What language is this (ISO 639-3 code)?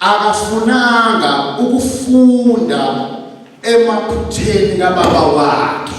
zul